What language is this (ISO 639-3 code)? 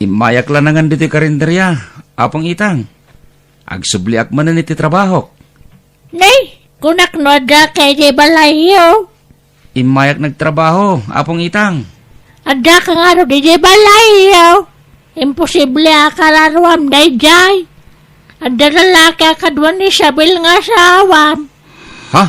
ilo